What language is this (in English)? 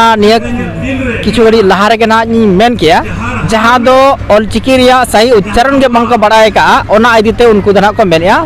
Santali